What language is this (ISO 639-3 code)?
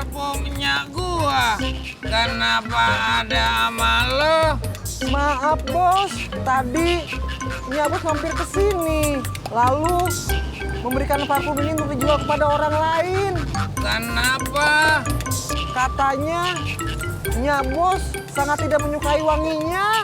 bew